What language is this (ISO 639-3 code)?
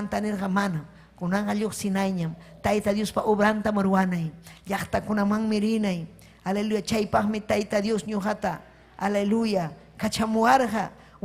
quy